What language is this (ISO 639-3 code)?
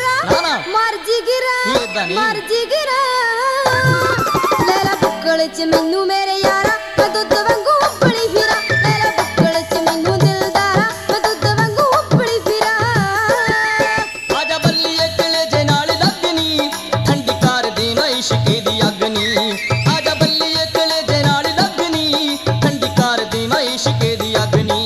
pan